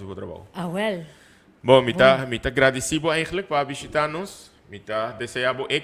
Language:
Papiamento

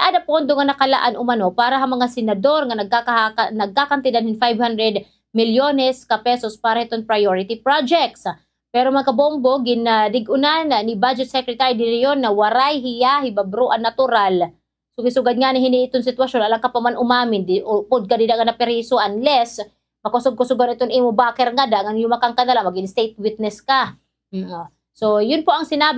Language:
Waray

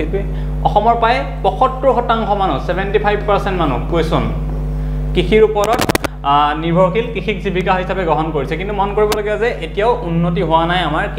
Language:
Assamese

